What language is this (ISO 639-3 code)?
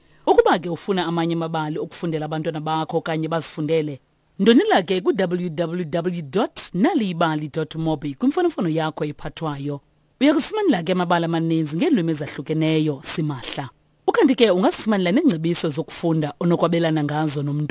xho